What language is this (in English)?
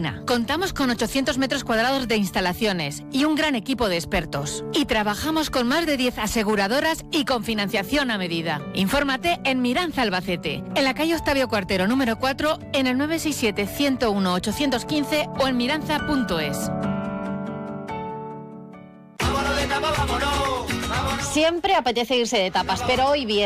Spanish